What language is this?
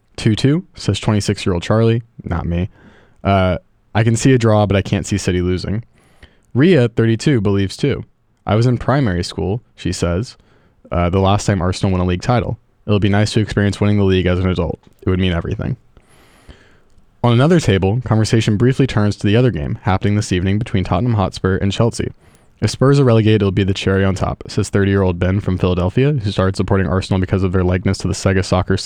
English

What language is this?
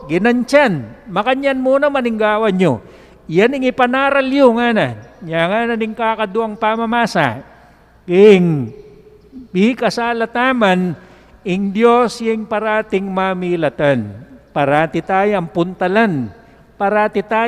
Pampanga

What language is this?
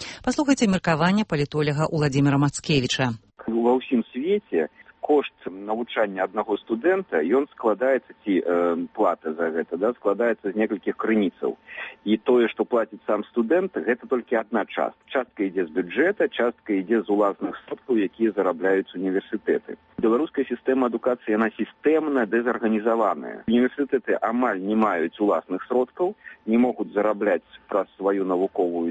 Belarusian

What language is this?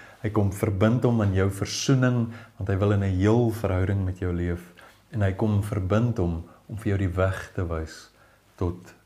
Afrikaans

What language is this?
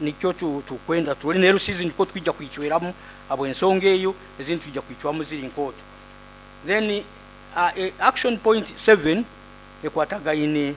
Nyoro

